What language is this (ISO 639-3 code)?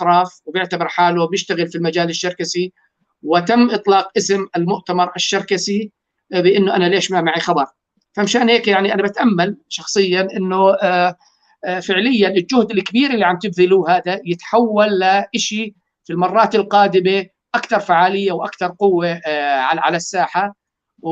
apc